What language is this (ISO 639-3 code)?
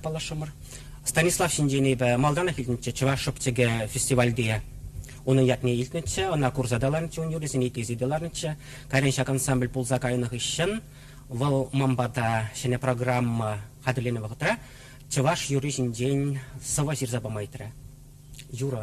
chv